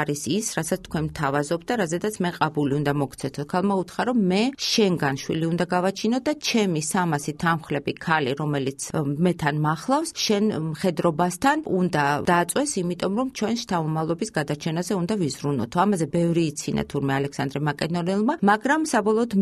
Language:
Georgian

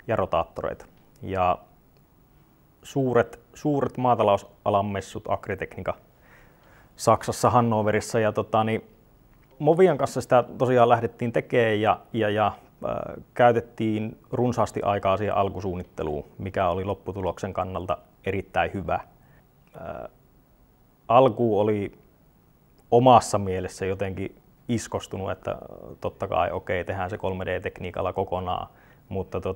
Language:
Finnish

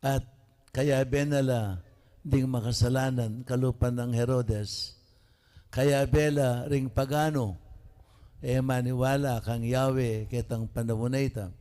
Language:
Pampanga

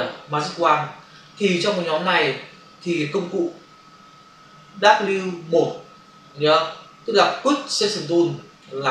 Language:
Vietnamese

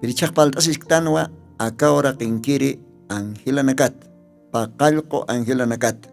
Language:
Aymara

